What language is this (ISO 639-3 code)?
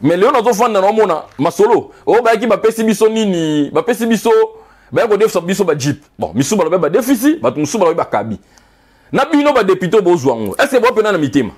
lin